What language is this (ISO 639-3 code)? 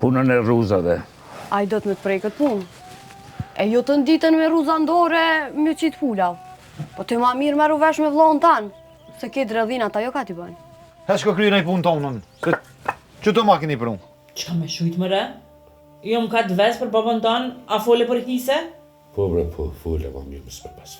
sqi